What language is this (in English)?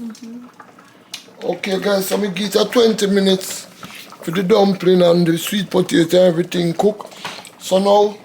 Jamaican Creole English